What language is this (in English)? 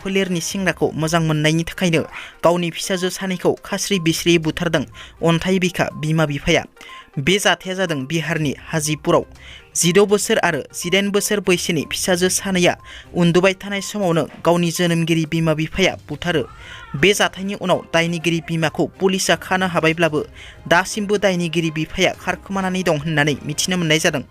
Bodo